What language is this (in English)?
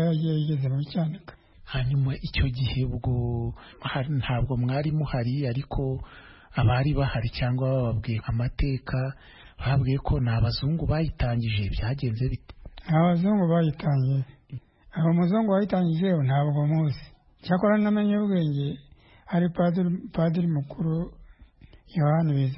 Kinyarwanda